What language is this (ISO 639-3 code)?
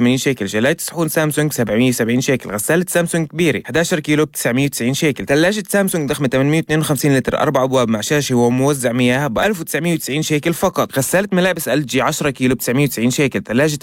apc